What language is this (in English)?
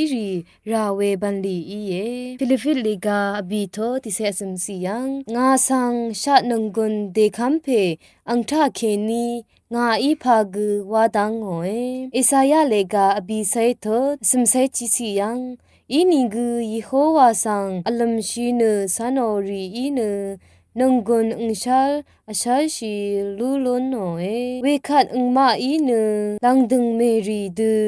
Rawang